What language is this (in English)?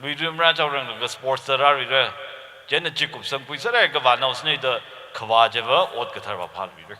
Tangkhul Naga (India)